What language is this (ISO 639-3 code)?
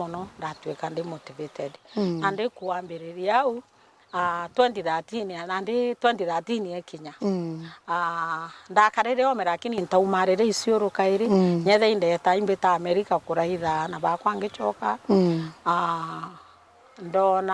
mer